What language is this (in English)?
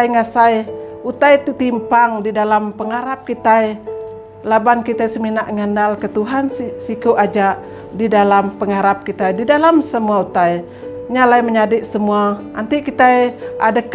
Iban